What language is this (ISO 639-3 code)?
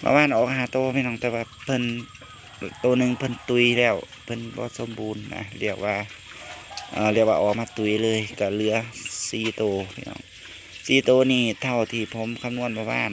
lao